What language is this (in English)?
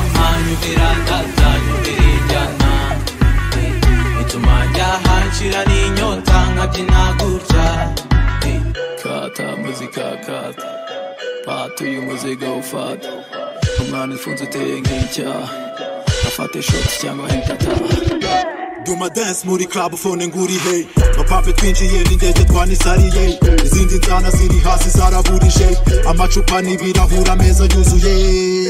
Kinyarwanda